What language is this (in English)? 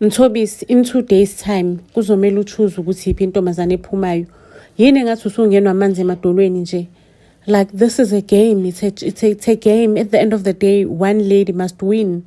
Zulu